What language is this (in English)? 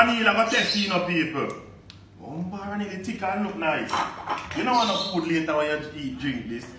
Jamaican Creole English